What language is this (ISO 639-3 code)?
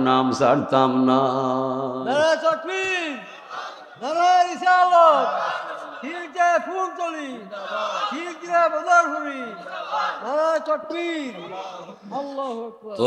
syl